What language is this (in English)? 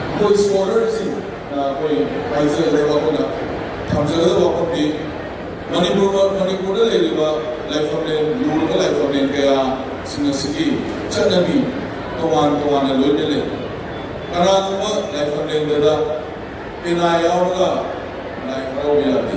Manipuri